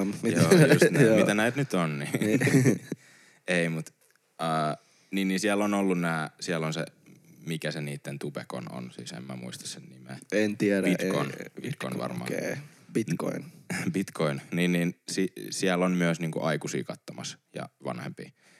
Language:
Finnish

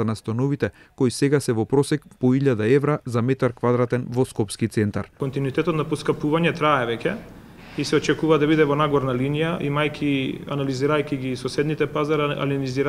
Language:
Macedonian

